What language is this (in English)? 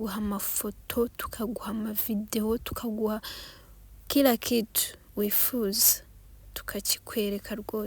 Kinyarwanda